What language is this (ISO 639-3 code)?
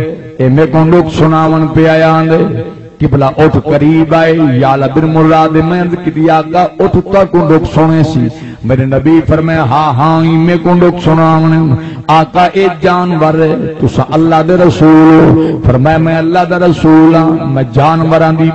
skr